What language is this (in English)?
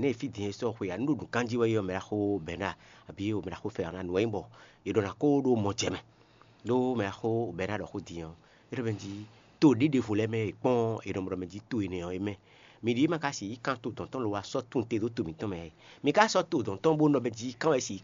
Fon